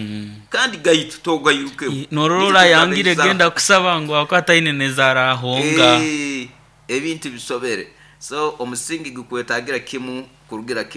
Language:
Nyankole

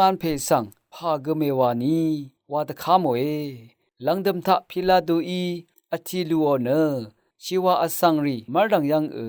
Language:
Rawang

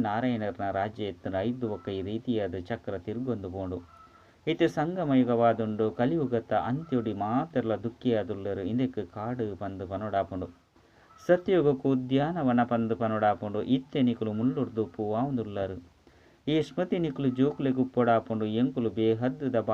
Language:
Tulu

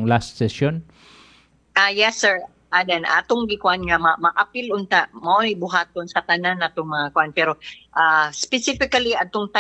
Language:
Cebuano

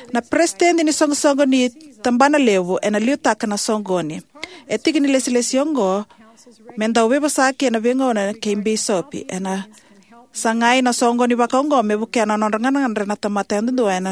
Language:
Fijian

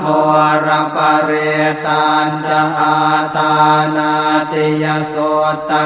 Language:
Pali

